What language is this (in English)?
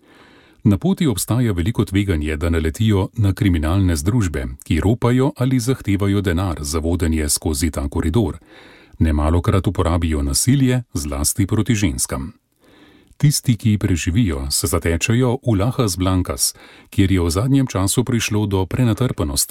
Slovenian